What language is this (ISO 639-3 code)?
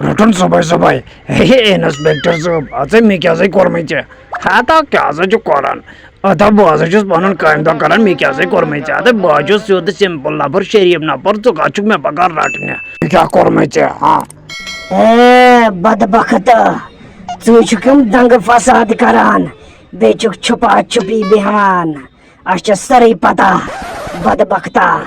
kas